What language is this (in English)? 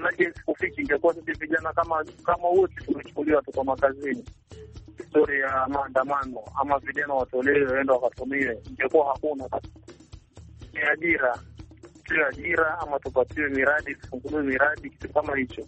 Swahili